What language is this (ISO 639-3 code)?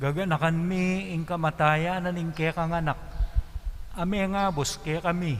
pam